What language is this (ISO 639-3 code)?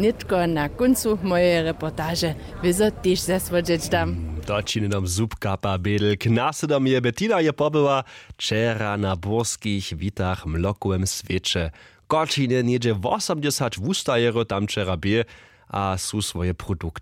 hsb